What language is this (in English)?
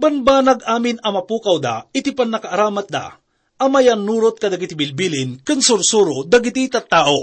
Iloko